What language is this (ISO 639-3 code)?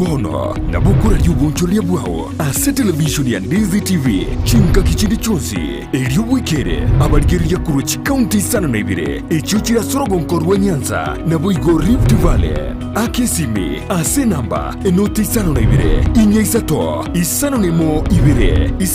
guz